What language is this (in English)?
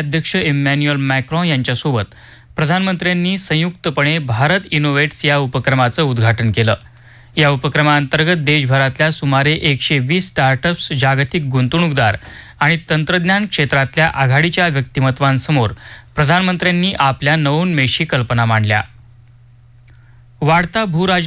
Marathi